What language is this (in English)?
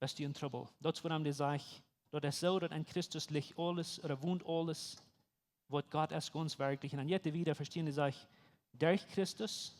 Plautdietsch